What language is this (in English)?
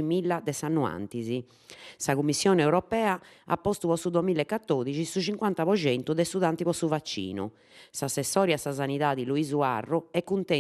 Sardinian